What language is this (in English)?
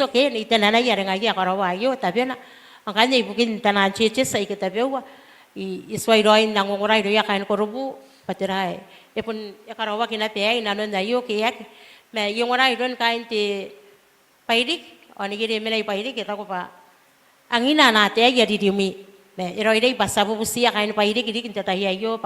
Gilbertese